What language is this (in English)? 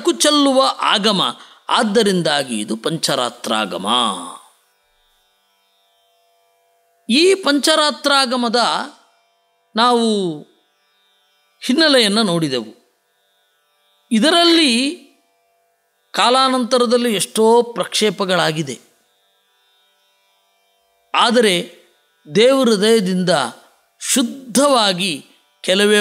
Kannada